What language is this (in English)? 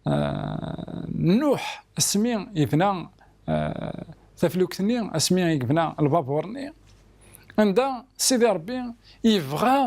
Kabyle